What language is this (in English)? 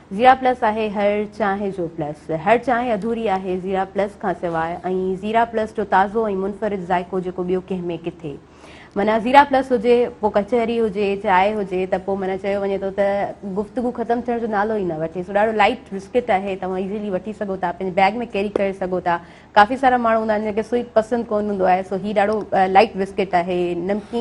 Sindhi